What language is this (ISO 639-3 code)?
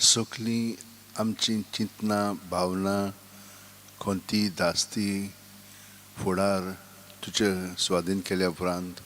kok